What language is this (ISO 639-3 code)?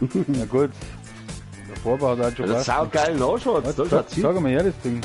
bar